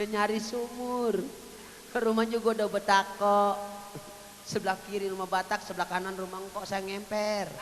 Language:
Betawi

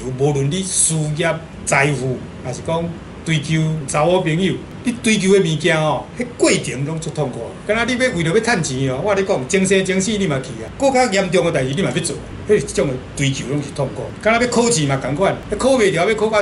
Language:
Min Nan Chinese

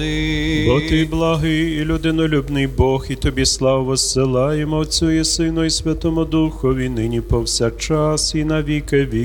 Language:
Ukrainian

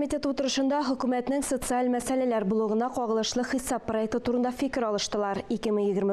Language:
Tatar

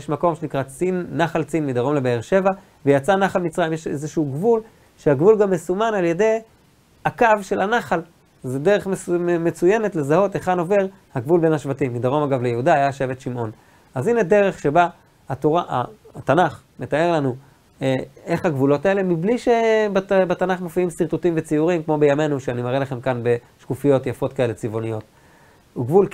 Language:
Hebrew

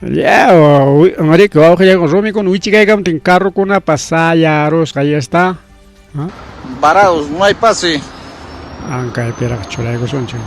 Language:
Ayacucho Quechua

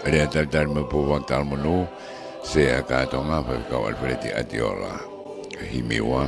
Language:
Tongan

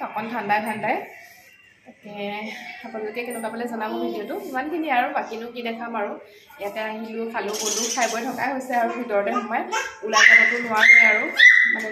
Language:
Assamese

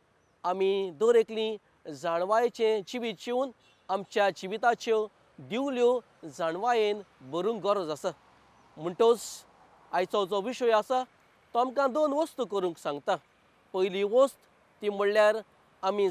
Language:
Konkani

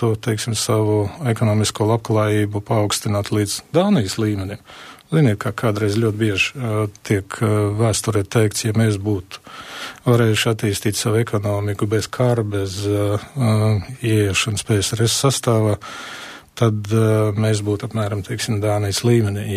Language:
Latvian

